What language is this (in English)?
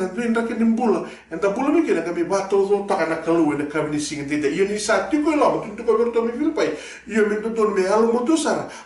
Fijian